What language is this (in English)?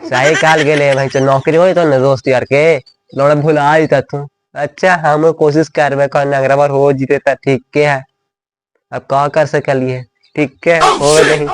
Magahi